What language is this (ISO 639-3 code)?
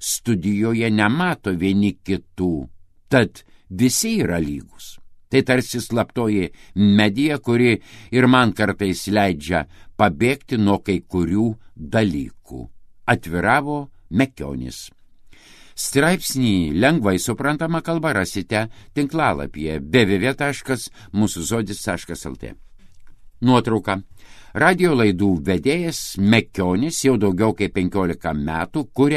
lit